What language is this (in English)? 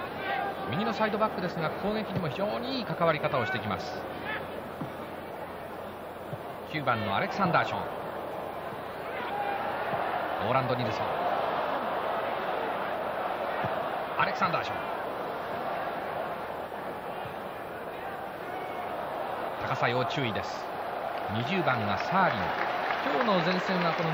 Japanese